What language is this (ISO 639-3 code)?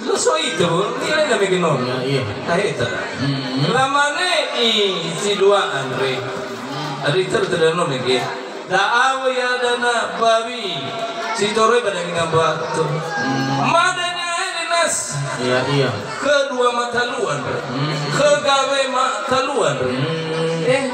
nia